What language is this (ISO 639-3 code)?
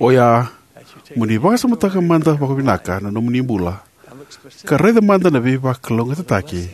fij